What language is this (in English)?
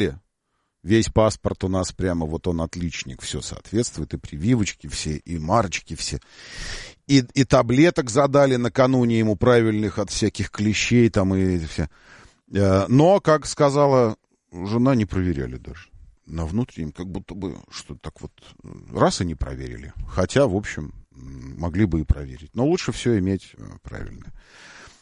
Russian